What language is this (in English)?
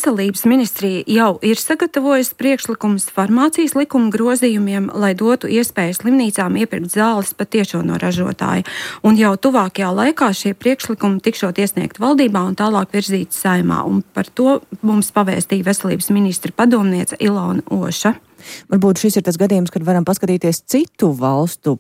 Latvian